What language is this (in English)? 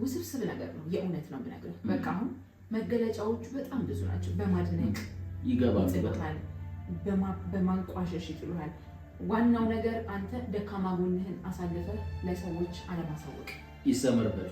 Amharic